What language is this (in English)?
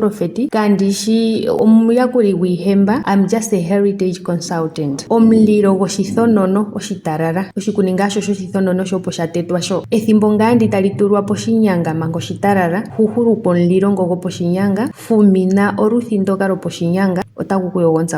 Ndonga